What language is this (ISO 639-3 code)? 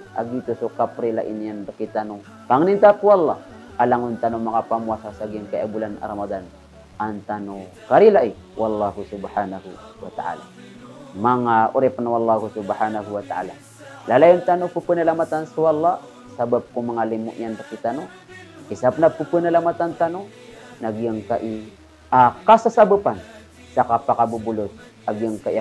mrw